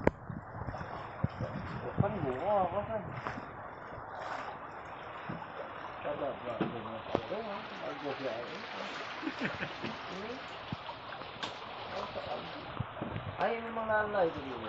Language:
Malay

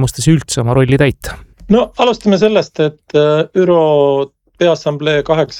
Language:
Estonian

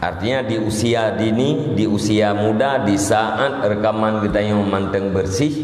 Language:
Achinese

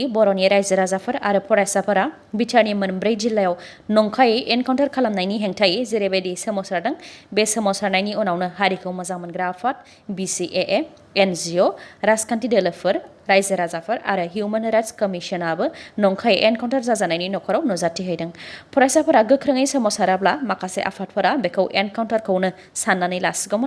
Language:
Bodo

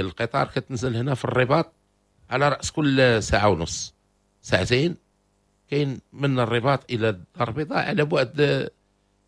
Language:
Moroccan Arabic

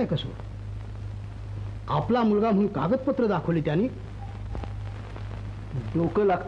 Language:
Marathi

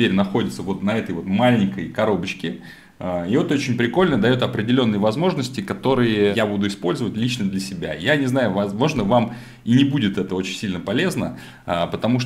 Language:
Russian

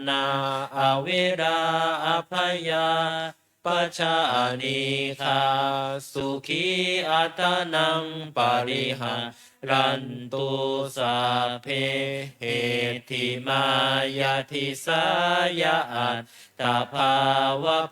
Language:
Pali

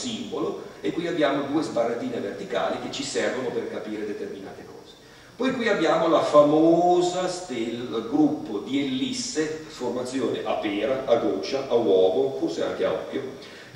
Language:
Italian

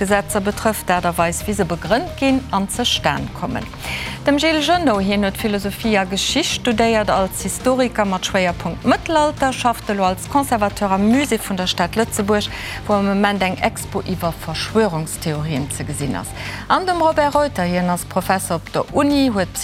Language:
Luxembourgish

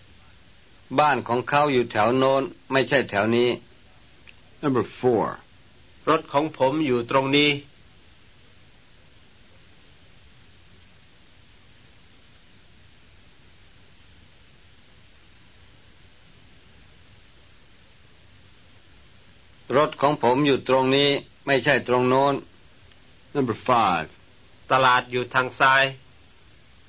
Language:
Thai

